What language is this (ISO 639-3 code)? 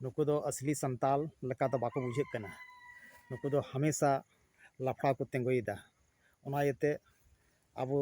sat